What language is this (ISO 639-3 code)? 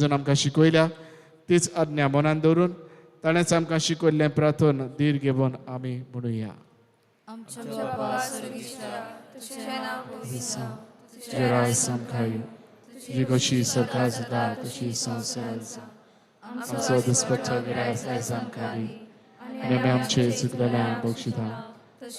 kok